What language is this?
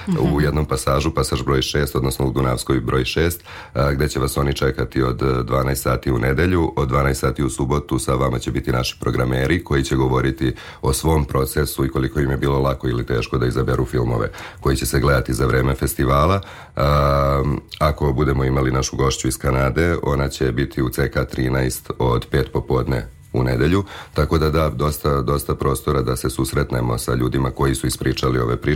Serbian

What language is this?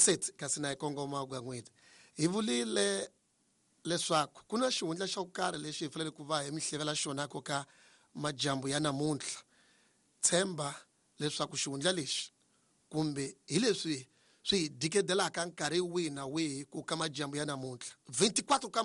Tsonga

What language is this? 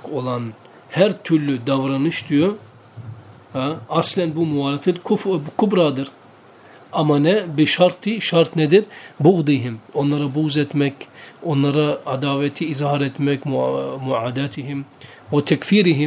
Turkish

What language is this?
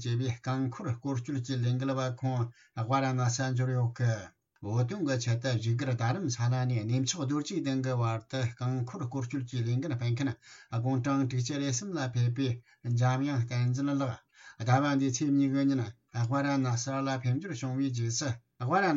Tibetan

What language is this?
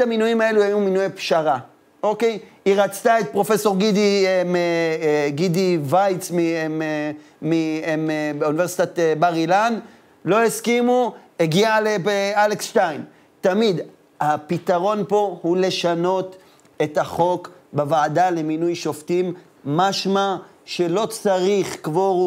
Hebrew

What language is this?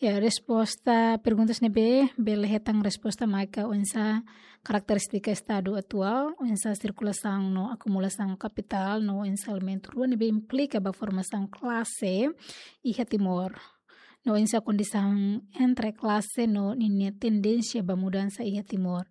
Tetum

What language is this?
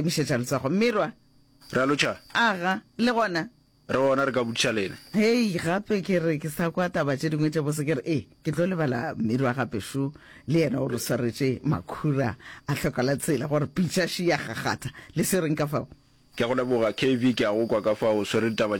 Northern Sotho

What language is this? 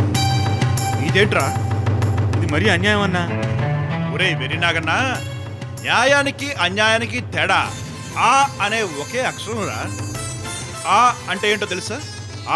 Telugu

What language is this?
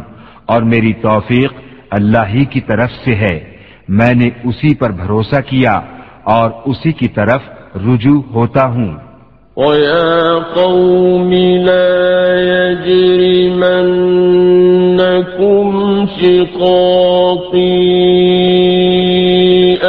Urdu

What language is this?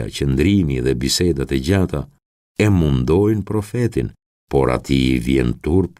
Albanian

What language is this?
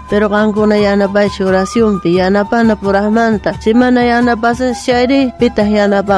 South Bolivian Quechua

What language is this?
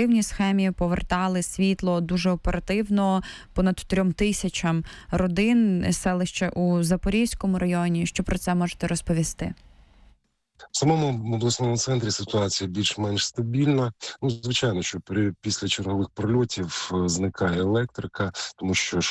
Ukrainian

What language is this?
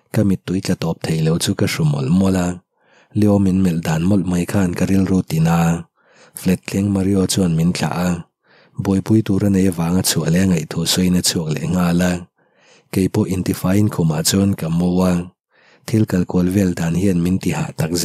Mizo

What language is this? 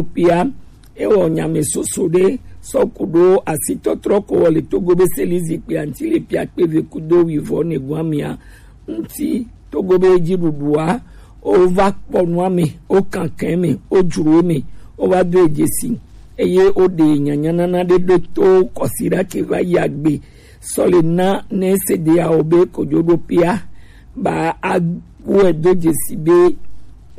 Gen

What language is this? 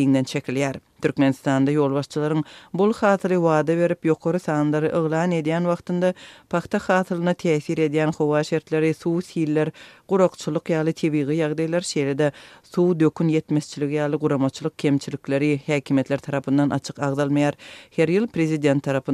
Turkmen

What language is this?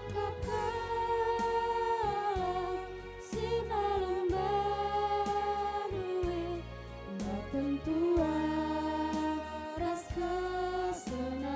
Batak Karo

